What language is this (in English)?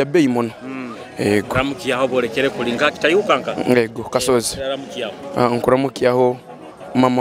Nyoro